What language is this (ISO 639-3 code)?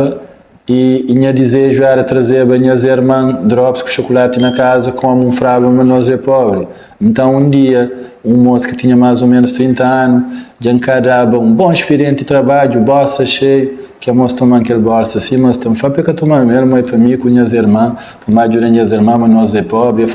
kea